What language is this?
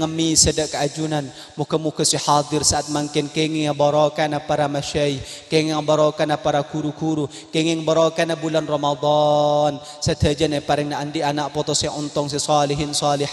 Madurese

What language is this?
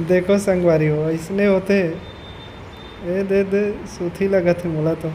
Chhattisgarhi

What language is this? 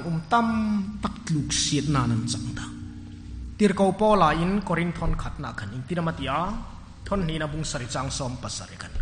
Hmar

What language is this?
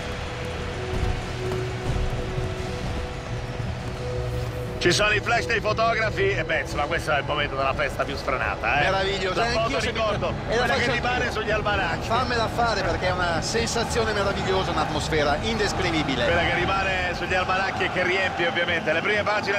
Italian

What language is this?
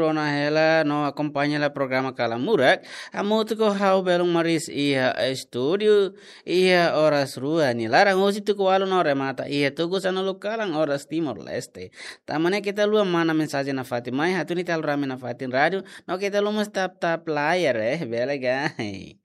Tetum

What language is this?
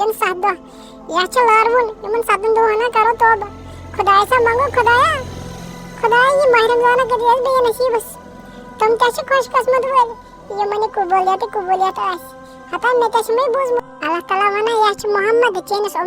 Kashmiri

